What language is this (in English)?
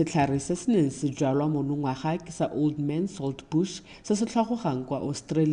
Tswana